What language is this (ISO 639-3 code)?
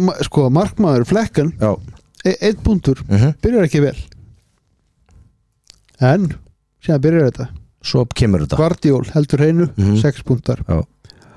isl